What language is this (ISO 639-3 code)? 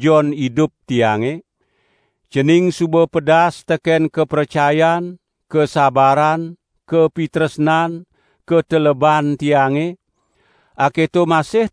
ban